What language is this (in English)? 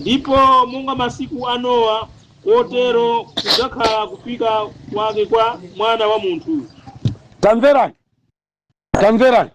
Nyanja